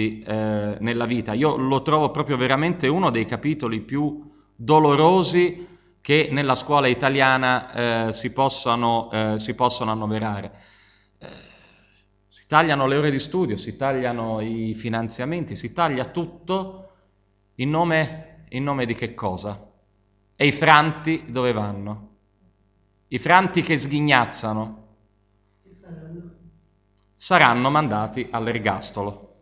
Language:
Italian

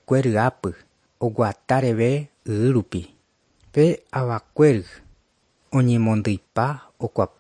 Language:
Guarani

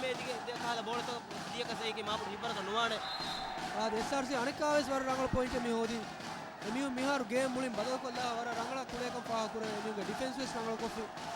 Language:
Divehi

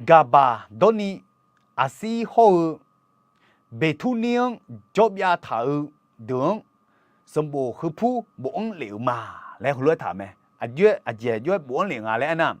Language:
Akha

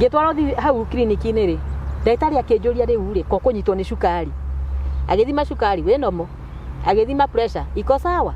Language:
Kikuyu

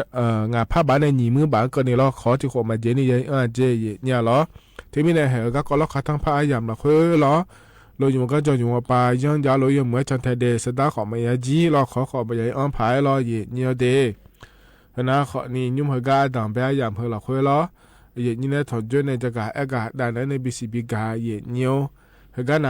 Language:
Akha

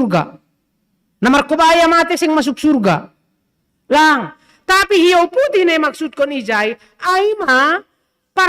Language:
Batak Simalungun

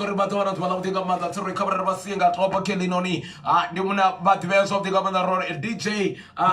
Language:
Venda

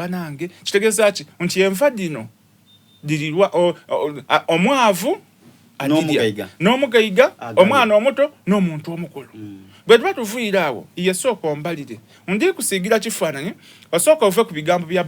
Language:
Soga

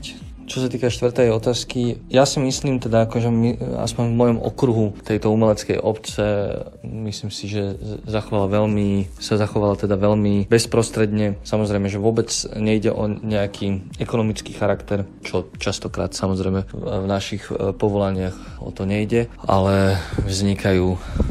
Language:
Slovak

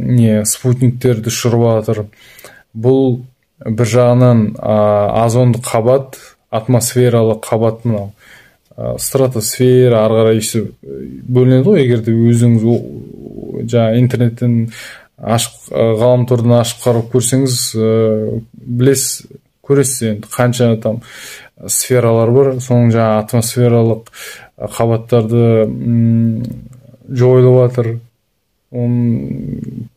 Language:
Kazakh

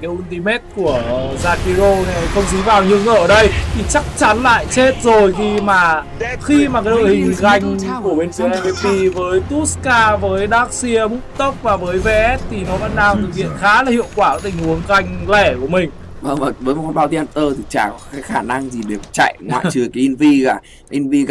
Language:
Vietnamese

